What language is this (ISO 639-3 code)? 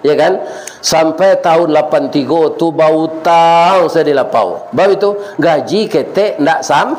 min